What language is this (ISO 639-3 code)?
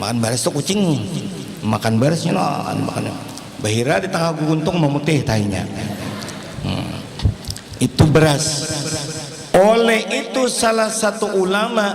bjn